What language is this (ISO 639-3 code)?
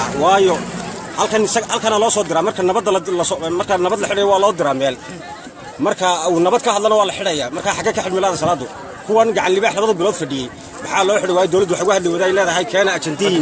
som